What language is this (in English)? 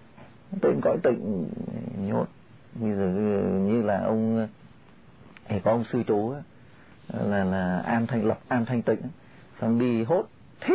Vietnamese